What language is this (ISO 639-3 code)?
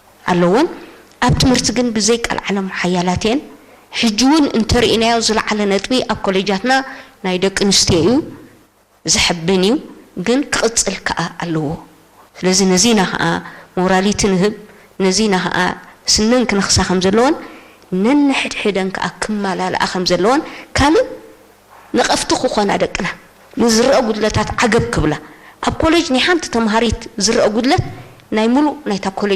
tir